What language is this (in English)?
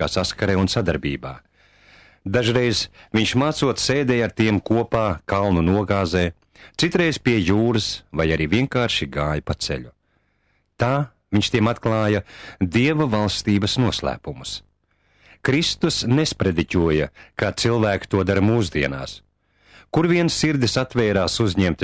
Latvian